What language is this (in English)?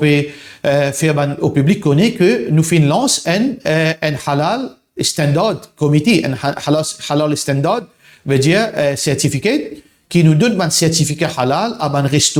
Morisyen